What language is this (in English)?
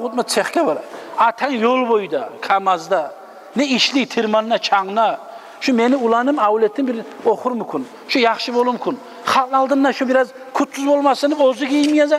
Kumyk